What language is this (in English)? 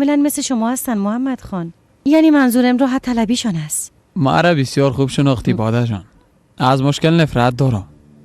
Persian